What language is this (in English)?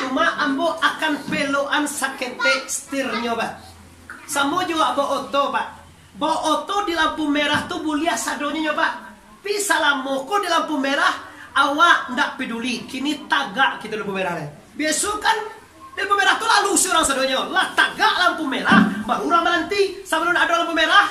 Minangkabau